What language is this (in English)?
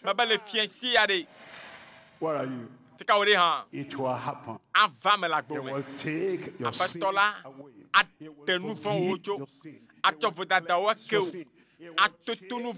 Ewe